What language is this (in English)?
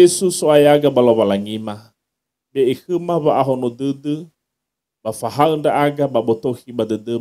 Nias